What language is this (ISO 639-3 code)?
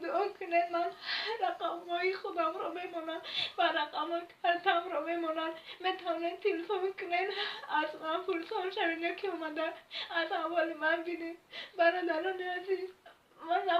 tgk